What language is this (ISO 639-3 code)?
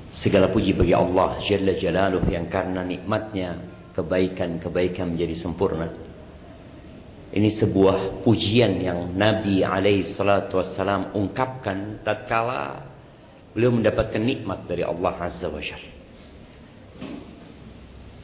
ind